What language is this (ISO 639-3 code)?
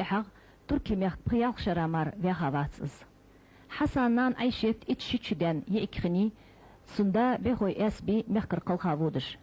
inh